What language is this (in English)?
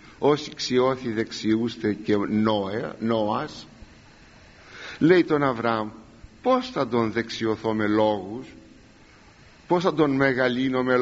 Greek